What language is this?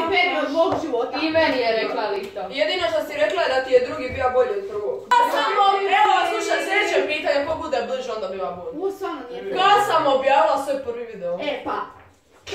Croatian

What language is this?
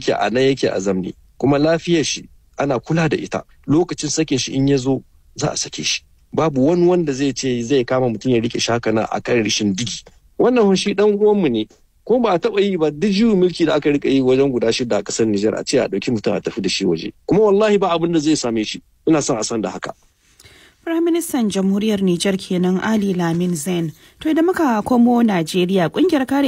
Hausa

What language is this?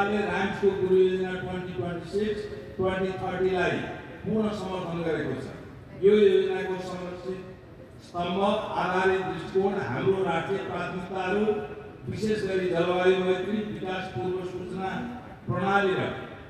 Nepali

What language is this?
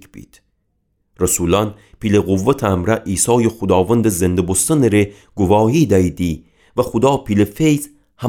Gilaki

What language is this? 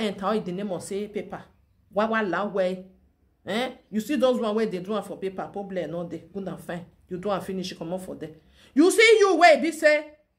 Nigerian Pidgin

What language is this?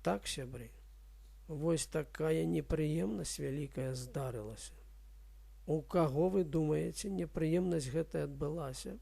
Belarusian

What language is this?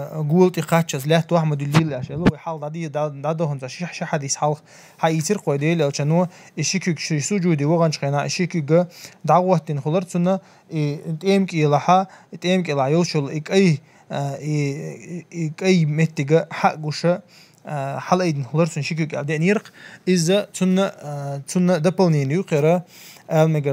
Chechen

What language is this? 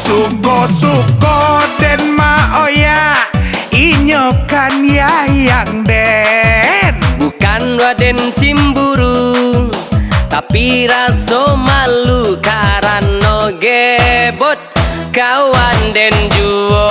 Minangkabau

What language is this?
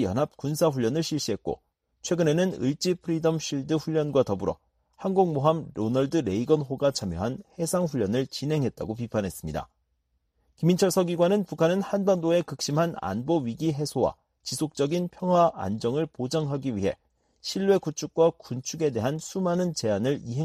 Korean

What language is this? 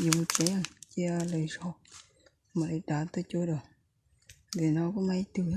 Hmong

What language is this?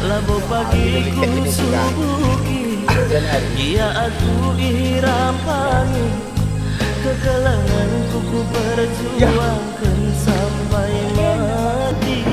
Batak Karo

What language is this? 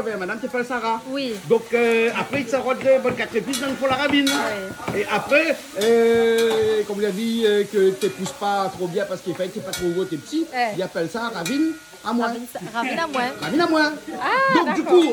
Réunion Creole French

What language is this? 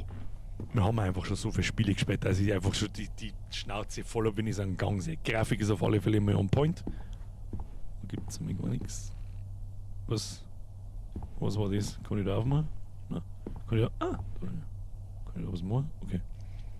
Bavarian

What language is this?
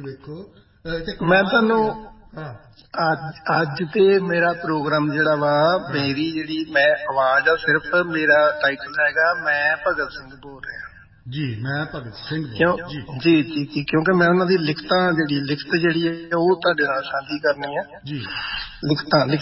Punjabi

